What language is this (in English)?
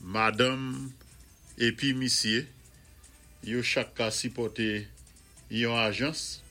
Saint Lucian Creole French